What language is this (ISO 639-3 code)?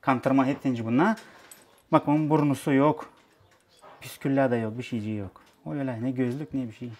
gag